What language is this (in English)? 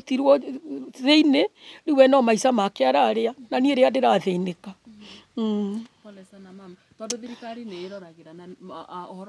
Kikuyu